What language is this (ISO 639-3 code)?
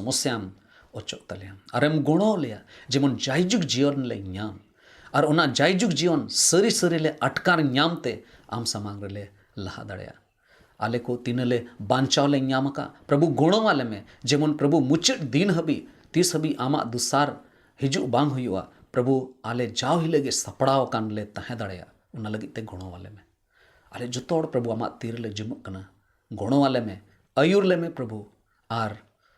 sat